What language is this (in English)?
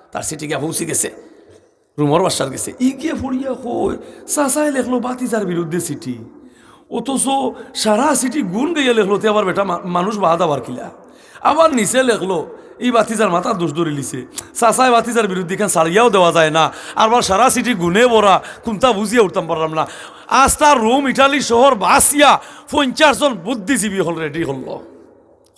Sylheti